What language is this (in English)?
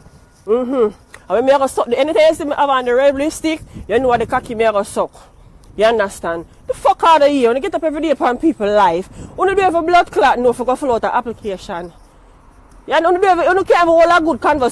Jamaican Creole English